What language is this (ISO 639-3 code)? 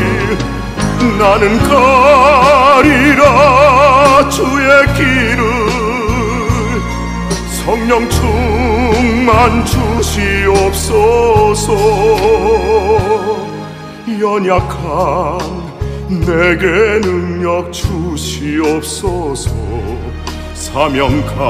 kor